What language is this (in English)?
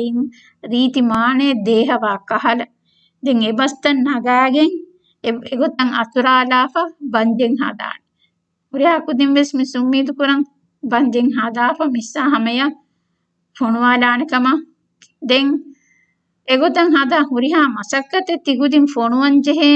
Divehi